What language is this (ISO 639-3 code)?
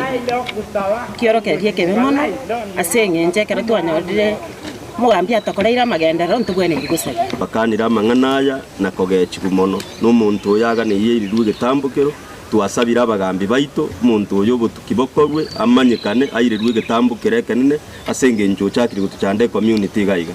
guz